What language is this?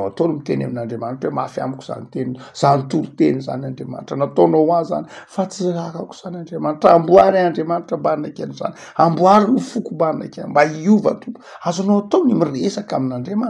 Malagasy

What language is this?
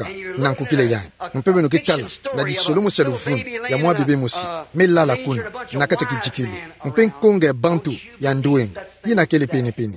Kituba (Democratic Republic of Congo)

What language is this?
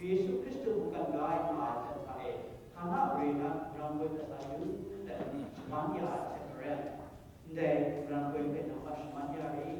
Kachin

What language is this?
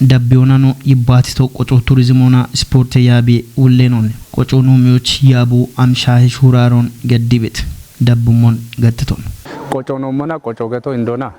Kafa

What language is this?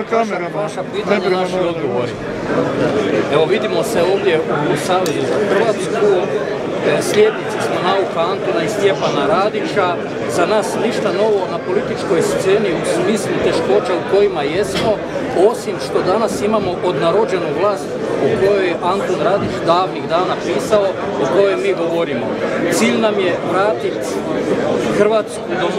Croatian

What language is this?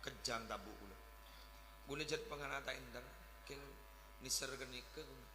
Madurese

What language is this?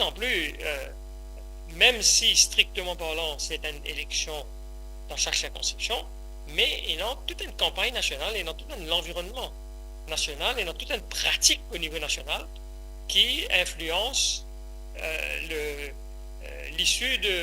Morisyen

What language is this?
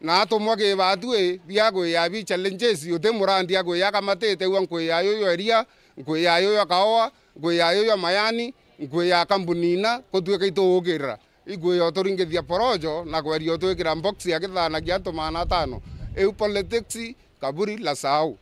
Meru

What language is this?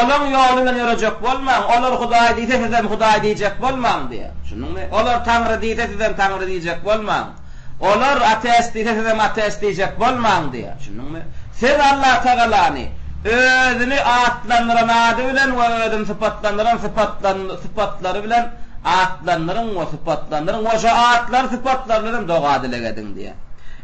Turkmen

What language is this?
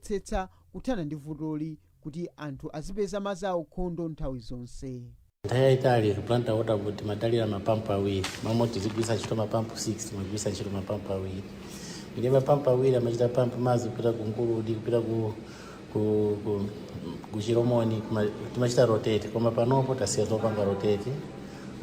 Nyanja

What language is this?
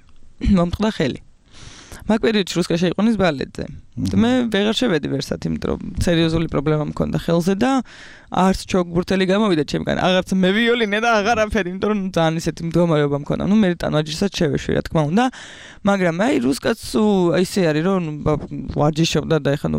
Georgian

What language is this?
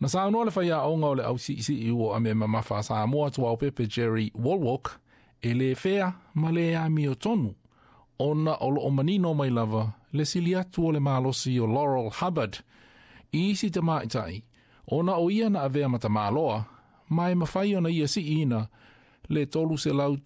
Samoan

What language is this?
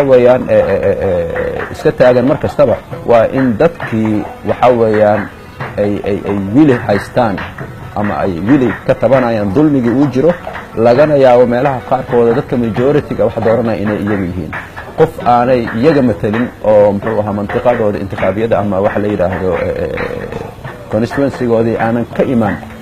Somali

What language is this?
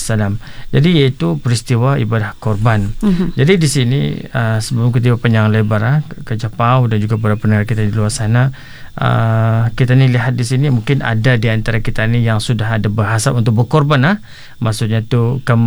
Malay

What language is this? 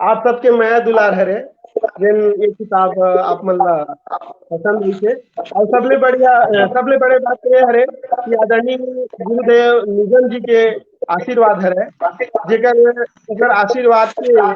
Chhattisgarhi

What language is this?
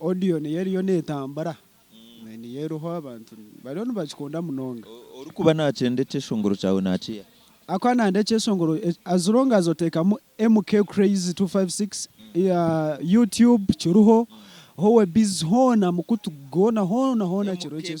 Nyankole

